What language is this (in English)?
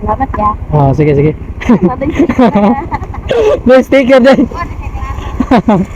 Cebuano